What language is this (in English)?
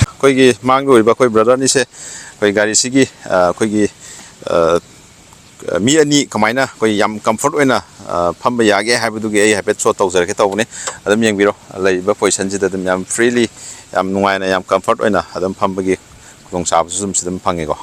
Manipuri